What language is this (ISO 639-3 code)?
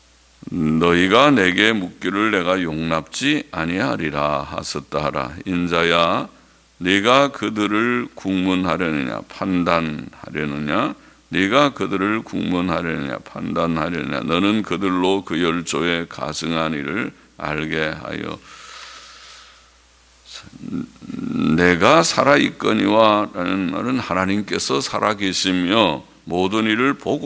kor